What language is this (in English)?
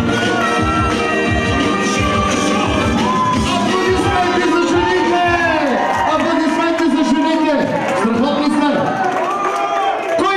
Bulgarian